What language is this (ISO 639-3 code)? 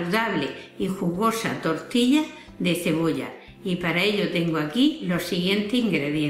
spa